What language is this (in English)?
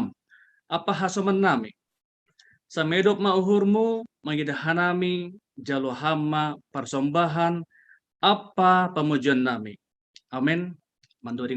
Batak Simalungun